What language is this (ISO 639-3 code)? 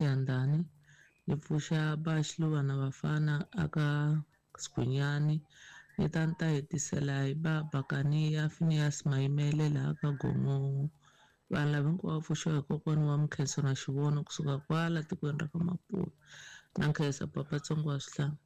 tso